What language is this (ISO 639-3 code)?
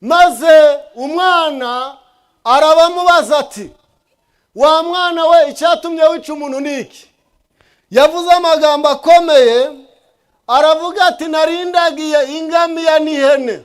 kin